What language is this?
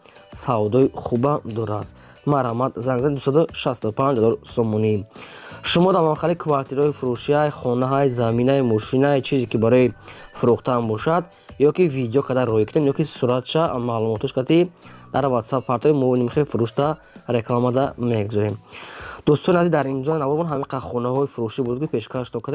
Tajik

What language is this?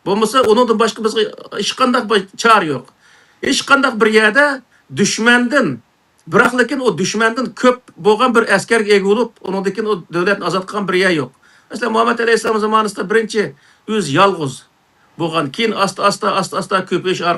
Uyghur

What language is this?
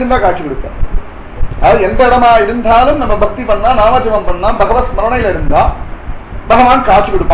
Tamil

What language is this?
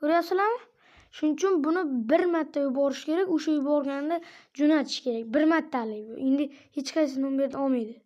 Uzbek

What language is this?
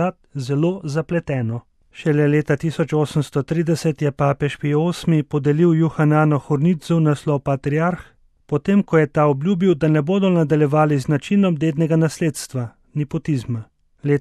Slovenian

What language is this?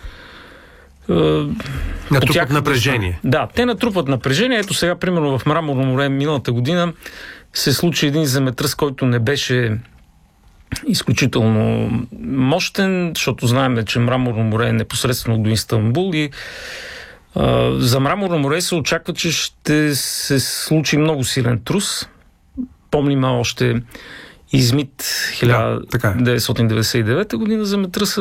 Bulgarian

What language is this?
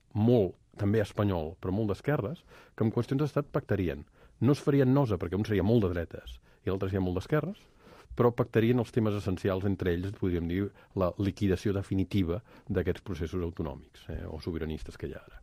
Catalan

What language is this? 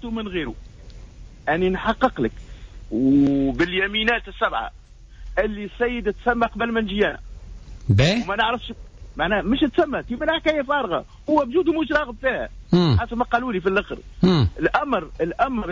Tunisian Arabic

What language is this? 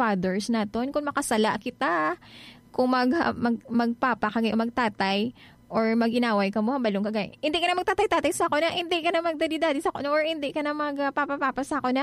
Hiligaynon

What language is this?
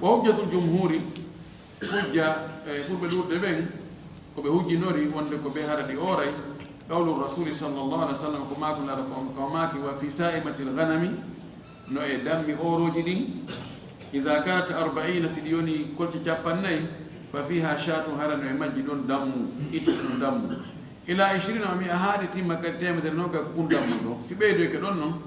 Fula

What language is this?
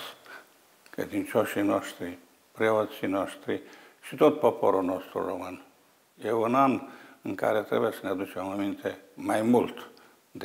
Romanian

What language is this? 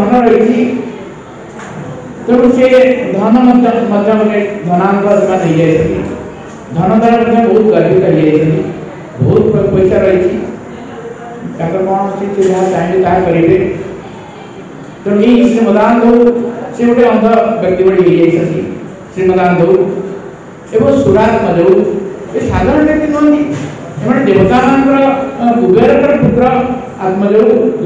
Odia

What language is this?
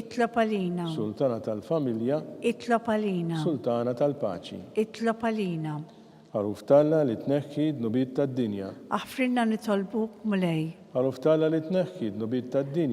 Maltese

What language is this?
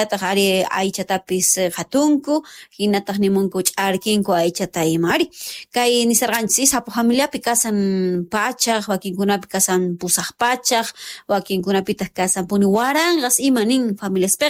South Bolivian Quechua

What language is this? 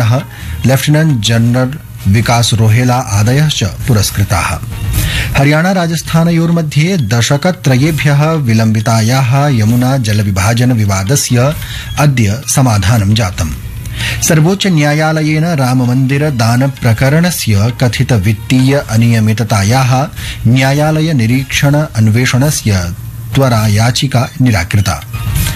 Sanskrit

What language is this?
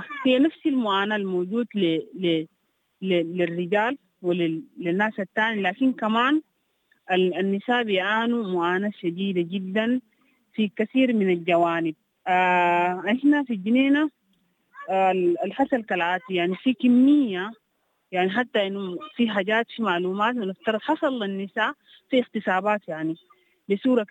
Sudanese Arabic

